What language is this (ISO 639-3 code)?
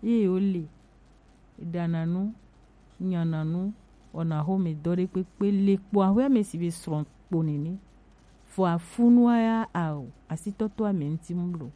gej